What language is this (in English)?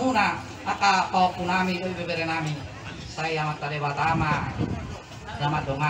Batak Toba